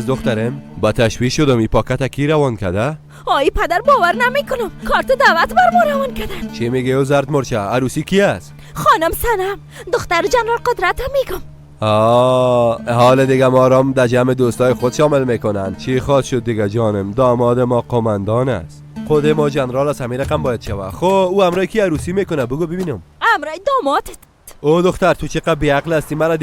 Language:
Persian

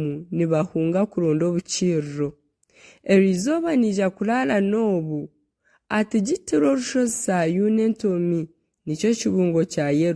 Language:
Nyankole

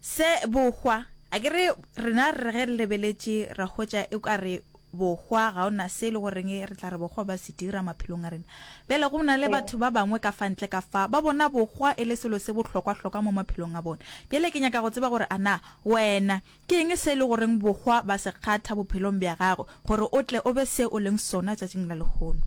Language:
Northern Sotho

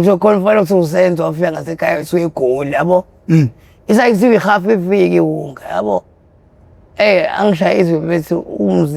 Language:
Zulu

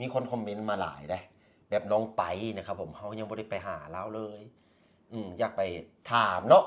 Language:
Lao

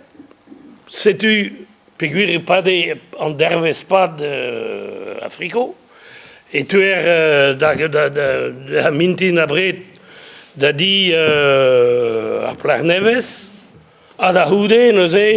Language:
Breton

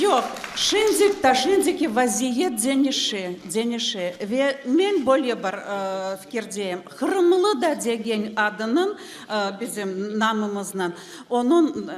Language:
Crimean Tatar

